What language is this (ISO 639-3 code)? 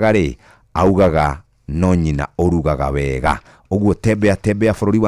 kik